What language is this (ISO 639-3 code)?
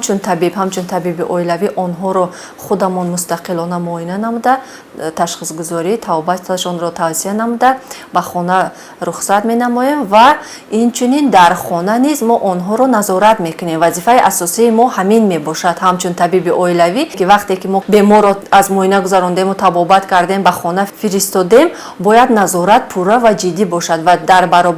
tgk